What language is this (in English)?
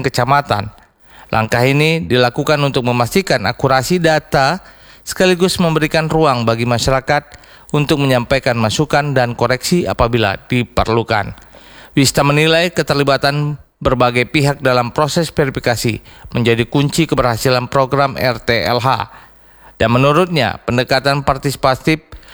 Indonesian